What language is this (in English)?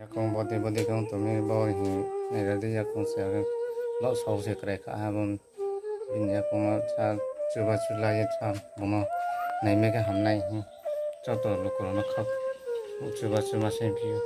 Riang (India)